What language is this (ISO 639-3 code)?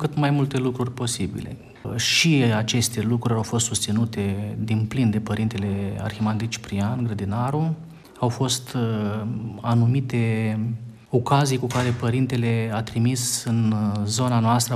ron